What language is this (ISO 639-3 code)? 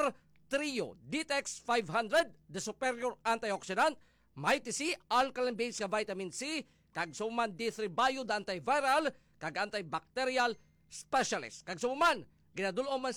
hil